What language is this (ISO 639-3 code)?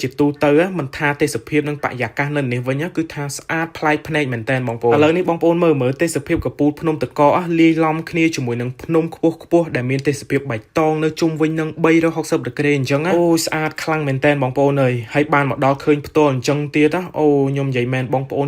khm